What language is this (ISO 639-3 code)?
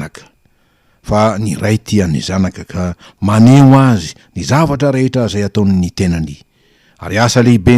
mlg